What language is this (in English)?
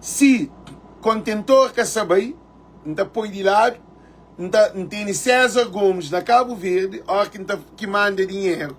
Kabuverdianu